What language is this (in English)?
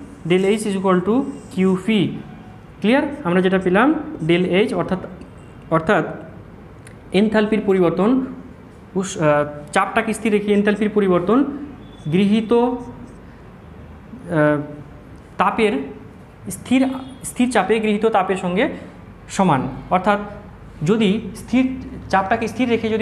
Bangla